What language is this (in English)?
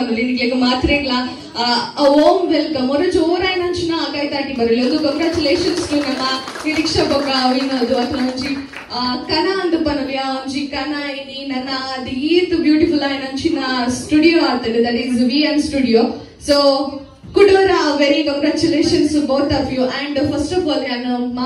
Tulu